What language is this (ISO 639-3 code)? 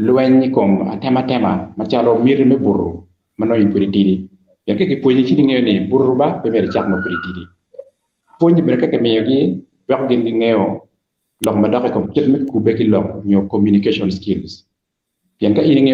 ach